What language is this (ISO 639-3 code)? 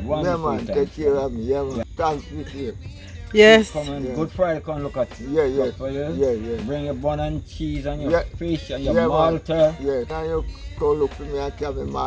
jam